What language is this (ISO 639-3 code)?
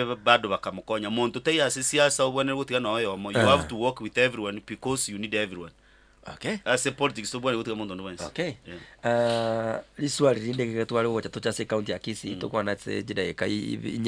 guz